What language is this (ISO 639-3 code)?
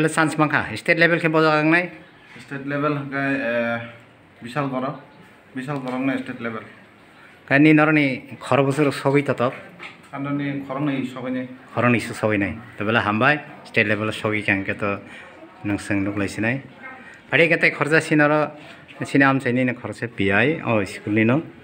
trp